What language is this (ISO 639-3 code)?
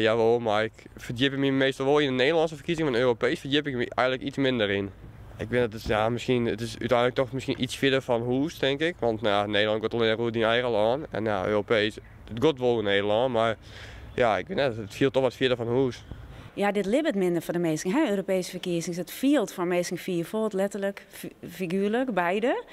fry